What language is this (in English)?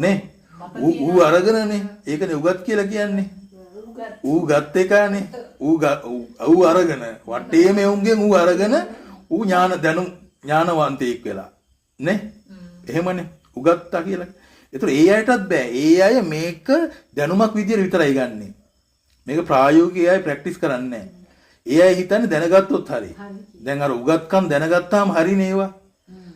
Sinhala